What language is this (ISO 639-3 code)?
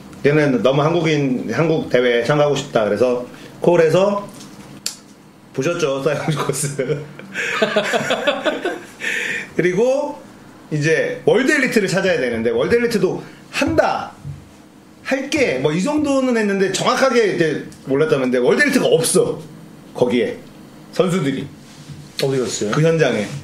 kor